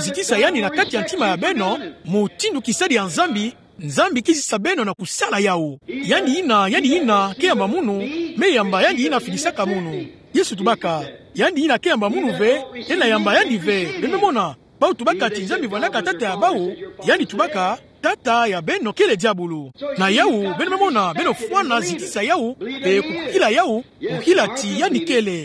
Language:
Kituba (Democratic Republic of Congo)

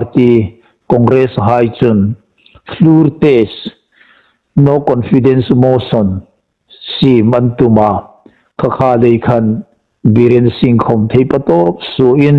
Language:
Hmar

